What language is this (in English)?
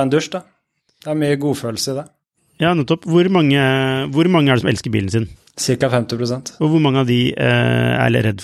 Norwegian